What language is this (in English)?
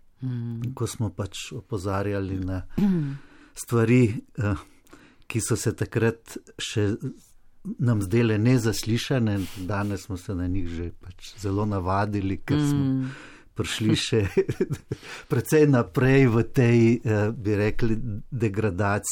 Slovenian